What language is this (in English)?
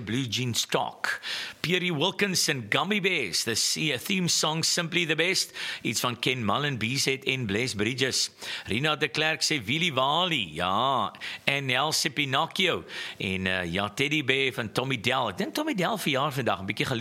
Afrikaans